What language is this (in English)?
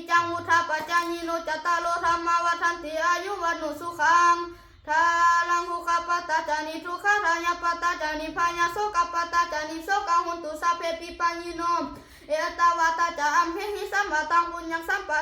Pali